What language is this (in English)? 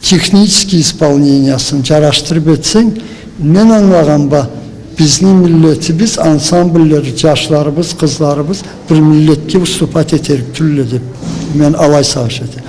Karachay-Balkar